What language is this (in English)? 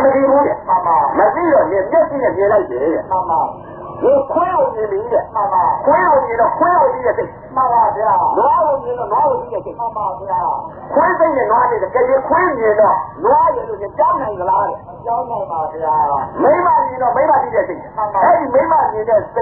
Burmese